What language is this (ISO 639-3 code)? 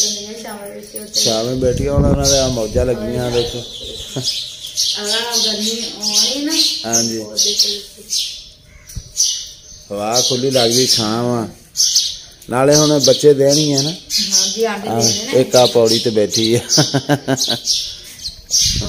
pan